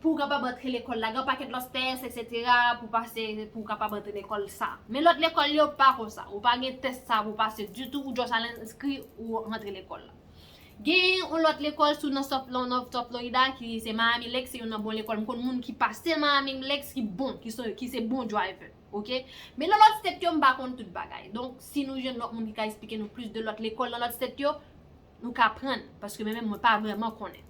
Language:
Haitian Creole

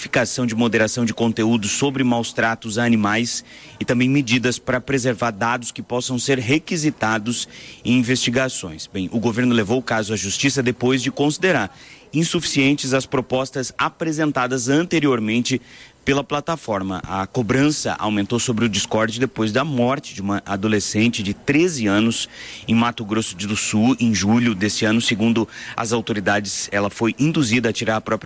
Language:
Portuguese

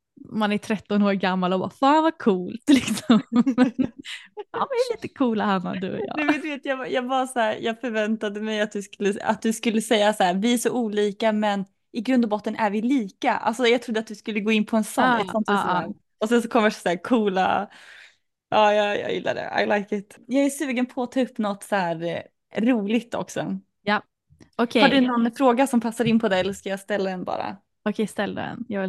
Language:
Swedish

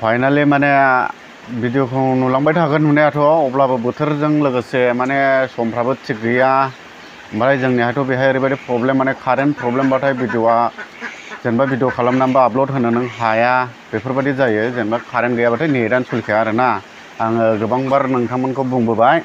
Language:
Bodo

